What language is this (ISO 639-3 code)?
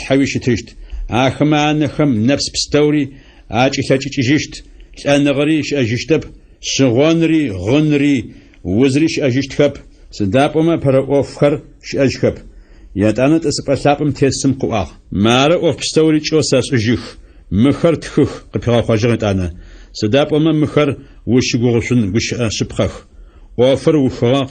ady